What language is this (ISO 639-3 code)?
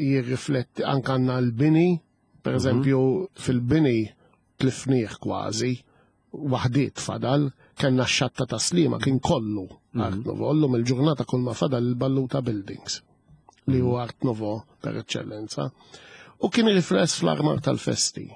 mlt